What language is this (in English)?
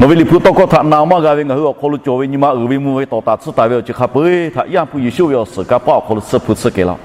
Lahu